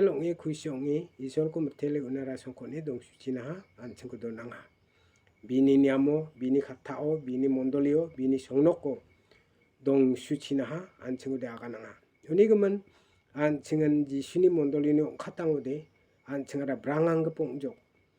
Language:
Garo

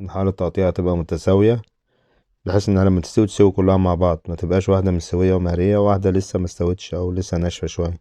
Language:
Egyptian Arabic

